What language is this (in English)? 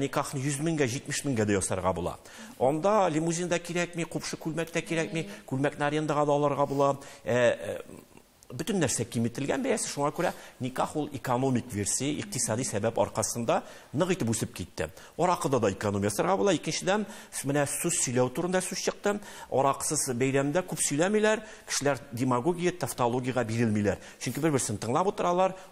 Tatar